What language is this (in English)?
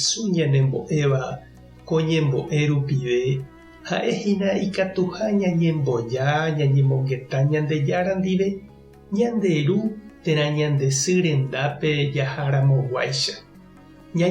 Guarani